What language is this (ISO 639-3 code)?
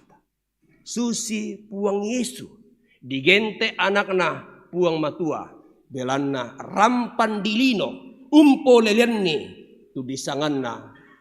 sda